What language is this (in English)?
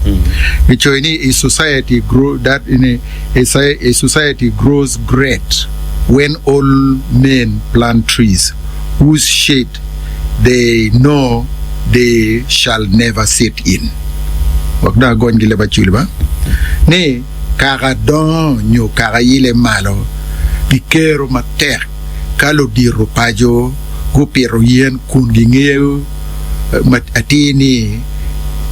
Acoli